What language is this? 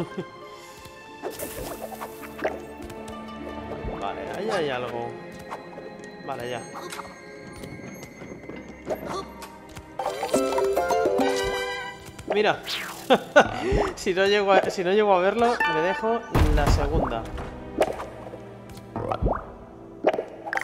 Spanish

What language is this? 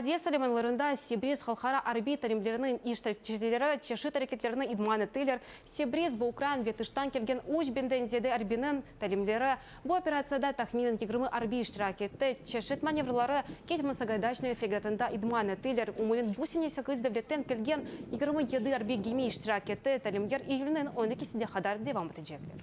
Crimean Tatar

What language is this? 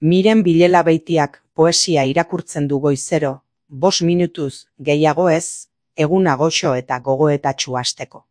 Basque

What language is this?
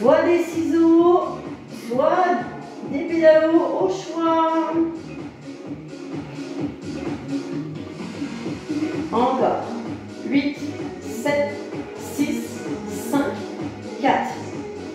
French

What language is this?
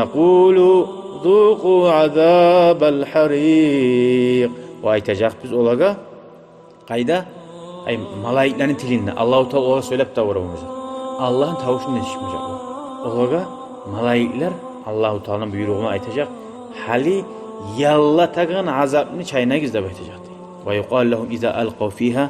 Kumyk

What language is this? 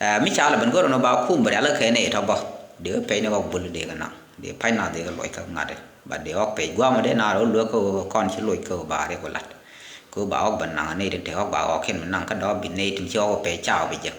Nuer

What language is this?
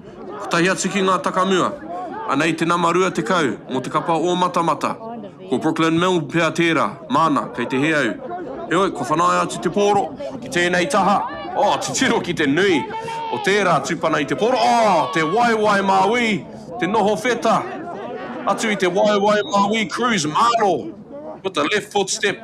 Māori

